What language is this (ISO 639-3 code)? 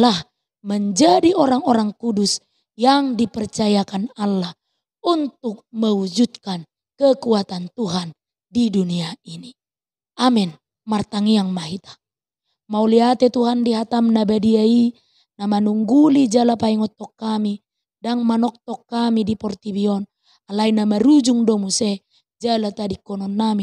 bbc